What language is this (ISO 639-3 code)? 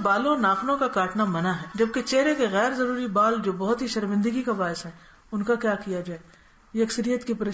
urd